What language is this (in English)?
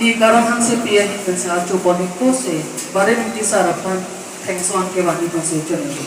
Karbi